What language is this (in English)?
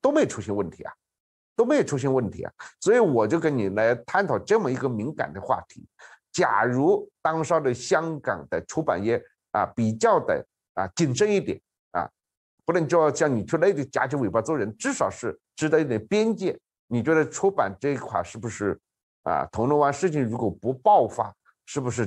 Chinese